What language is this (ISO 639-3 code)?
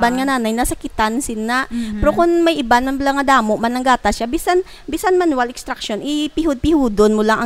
hil